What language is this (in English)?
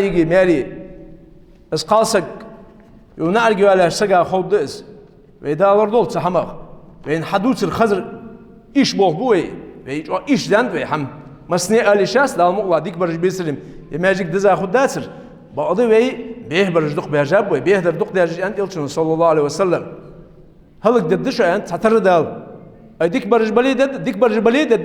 Ingush